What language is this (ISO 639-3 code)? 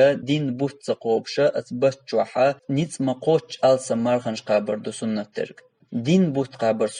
che